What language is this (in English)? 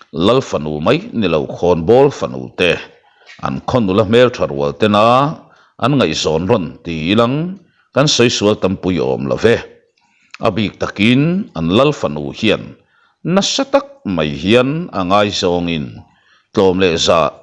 Mizo